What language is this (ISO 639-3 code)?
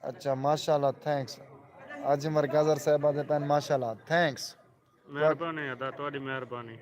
skr